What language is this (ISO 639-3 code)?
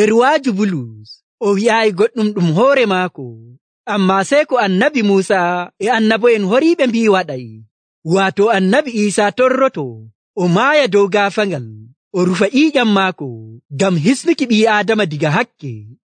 fuv